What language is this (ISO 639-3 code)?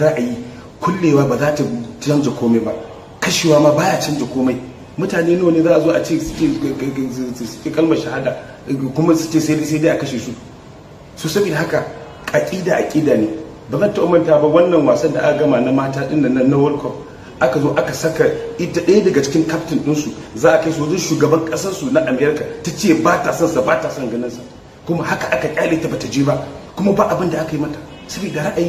hau